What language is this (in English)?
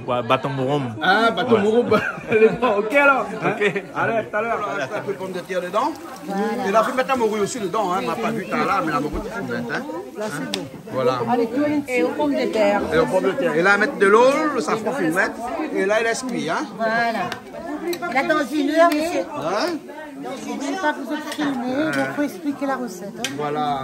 Réunion Creole French